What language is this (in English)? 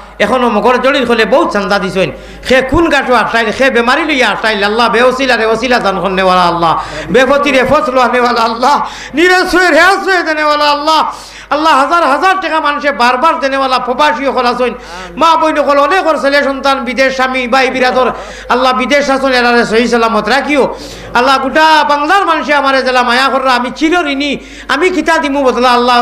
Sylheti